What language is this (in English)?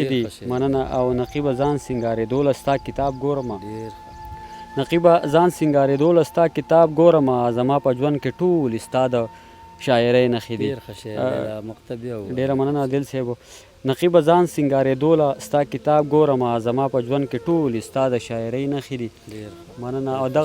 Pashto